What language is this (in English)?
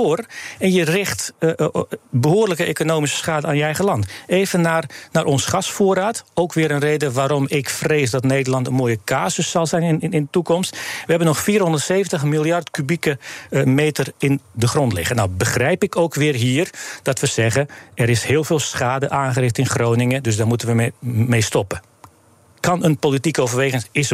Dutch